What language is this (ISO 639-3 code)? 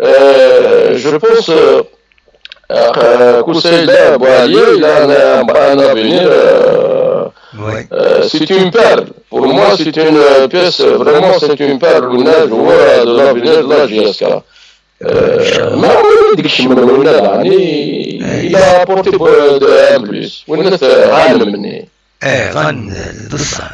kab